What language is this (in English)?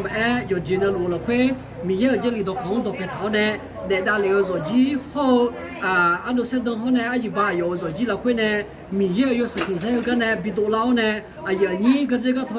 Akha